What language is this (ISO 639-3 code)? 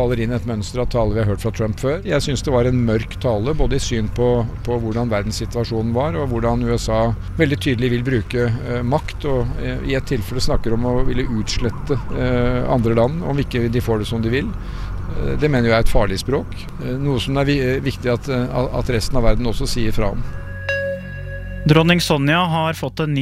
nor